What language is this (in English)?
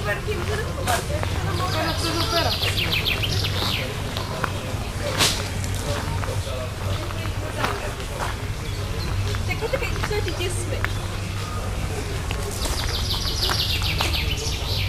Greek